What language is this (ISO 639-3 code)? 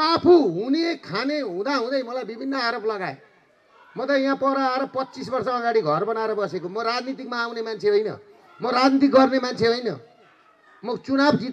nep